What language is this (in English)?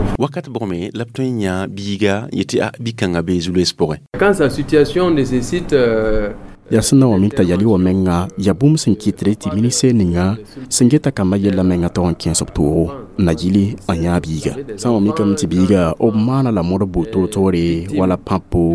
Mossi